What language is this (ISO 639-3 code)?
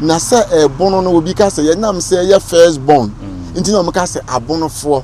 aka